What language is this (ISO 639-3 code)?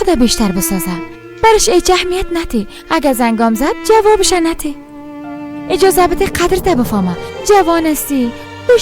fas